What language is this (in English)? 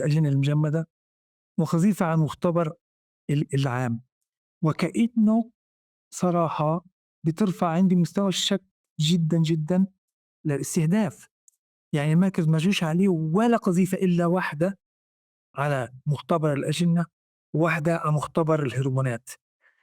North Levantine Arabic